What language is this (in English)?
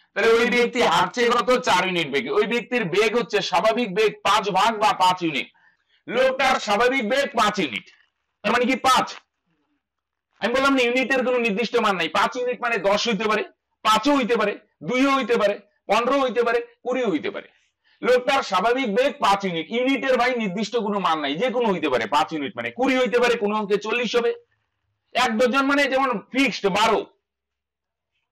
Bangla